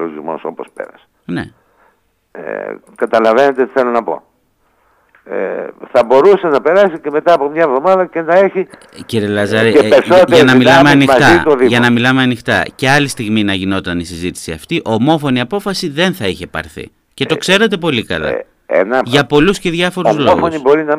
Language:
Greek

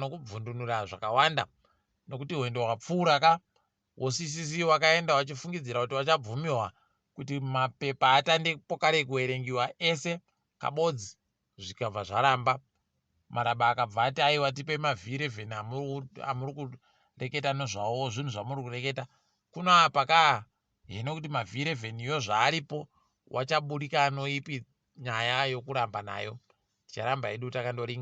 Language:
Ndau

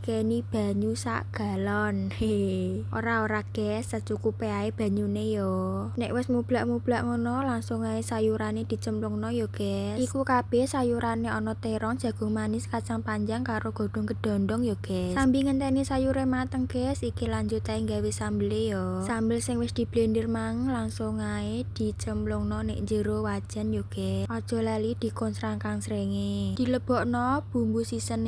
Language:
Javanese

